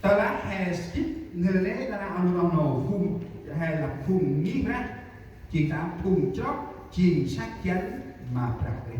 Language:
Central Mnong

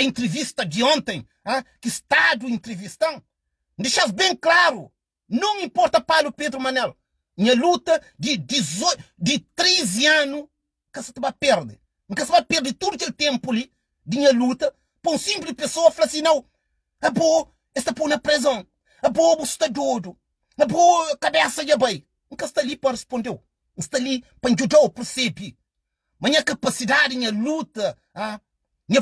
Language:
Kabuverdianu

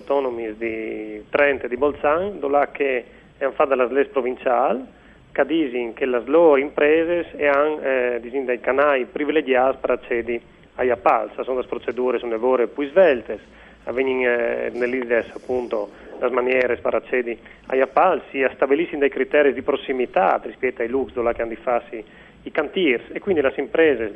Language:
Friulian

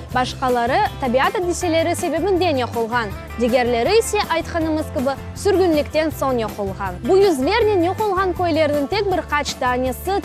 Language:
Crimean Tatar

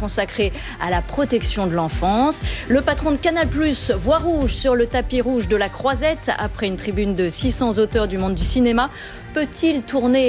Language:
French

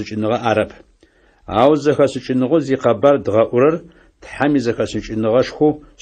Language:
Adyghe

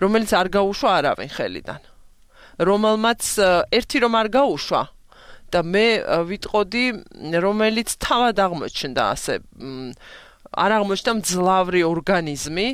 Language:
Georgian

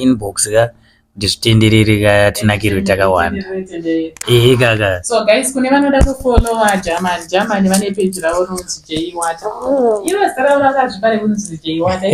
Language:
Shona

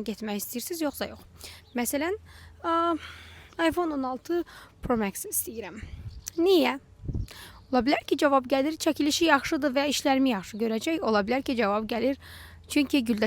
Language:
Azerbaijani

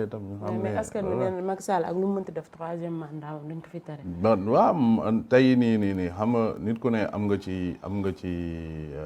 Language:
Wolof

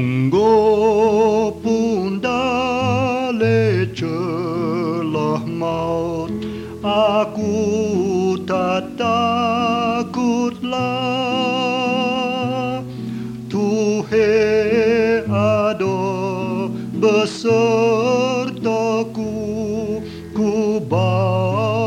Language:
Malay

